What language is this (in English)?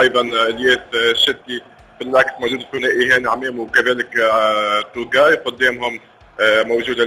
Tunisian Arabic